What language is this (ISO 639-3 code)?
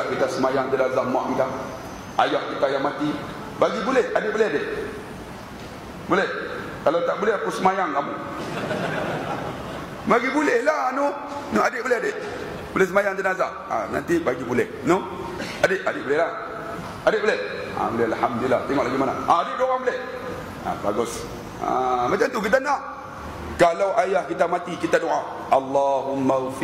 msa